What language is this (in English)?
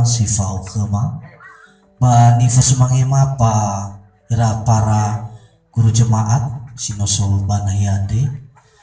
Nias